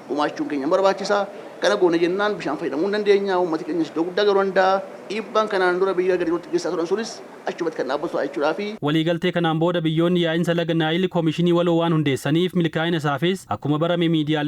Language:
Oromo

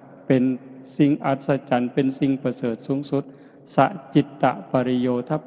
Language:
Northeastern Thai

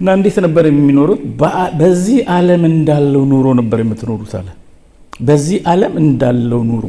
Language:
Amharic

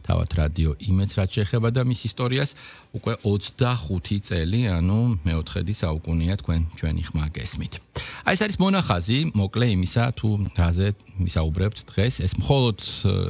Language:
Georgian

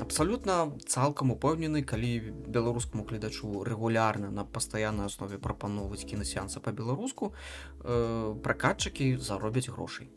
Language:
Belarusian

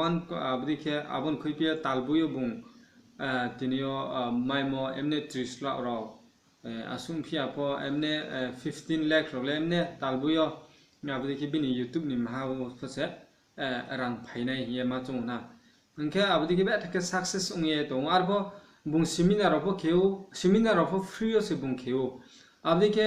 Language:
Riang (India)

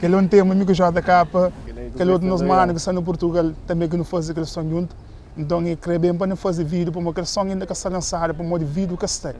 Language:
Kabuverdianu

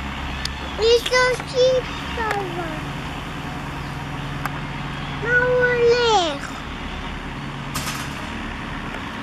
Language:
Hebrew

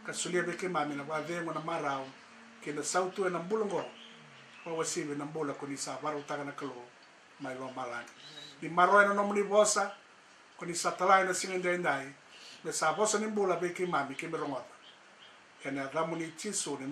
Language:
Fijian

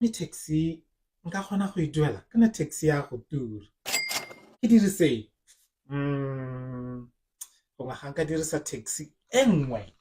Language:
Tswana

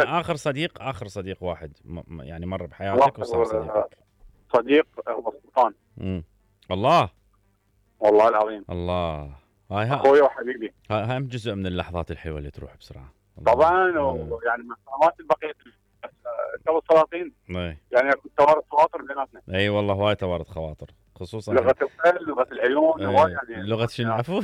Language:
Mesopotamian Arabic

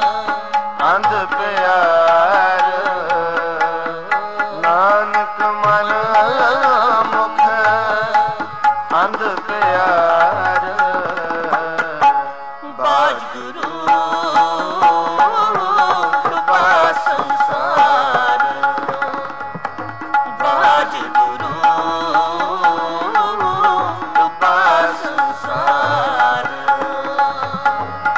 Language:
Punjabi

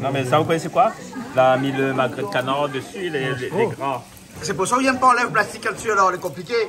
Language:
Réunion Creole French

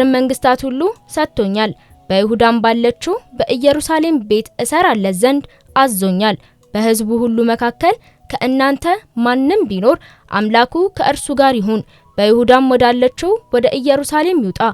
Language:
Amharic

